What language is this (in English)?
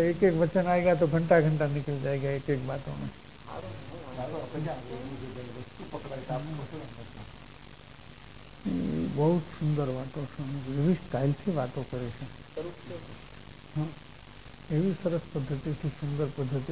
Gujarati